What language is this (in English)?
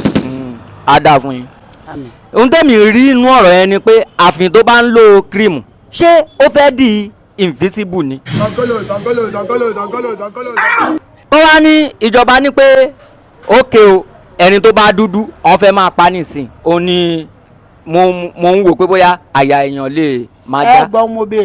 Yoruba